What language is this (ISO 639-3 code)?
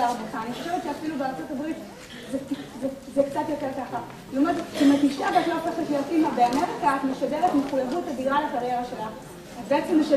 heb